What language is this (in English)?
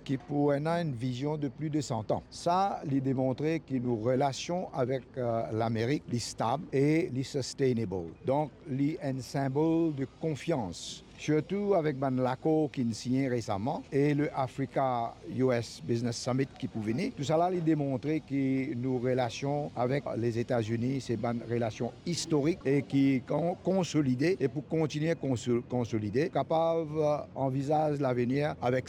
Morisyen